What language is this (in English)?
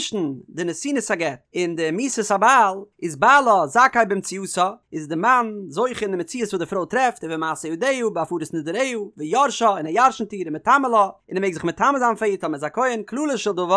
Yiddish